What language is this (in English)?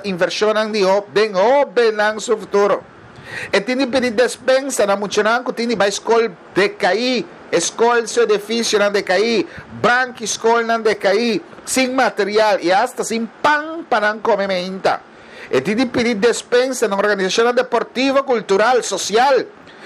Papiamento